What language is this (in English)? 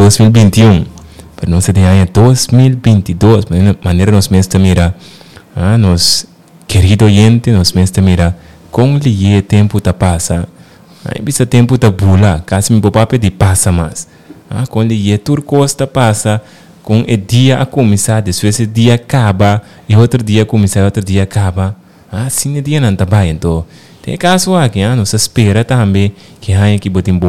Papiamento